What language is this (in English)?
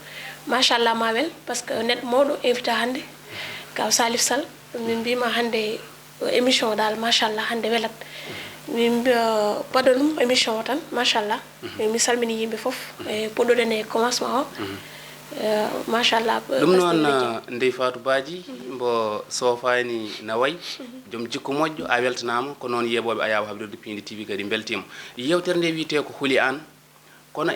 Fula